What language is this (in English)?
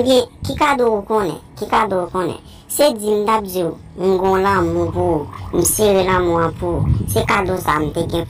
Haitian Creole